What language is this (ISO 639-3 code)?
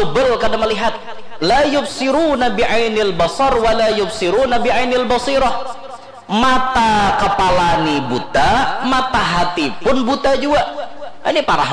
bjn